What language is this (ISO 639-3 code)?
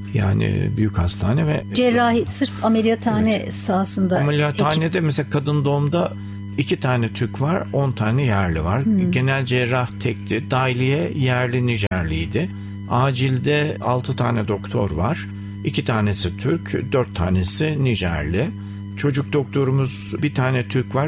tur